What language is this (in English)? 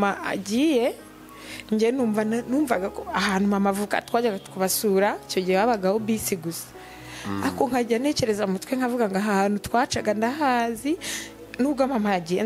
Kinyarwanda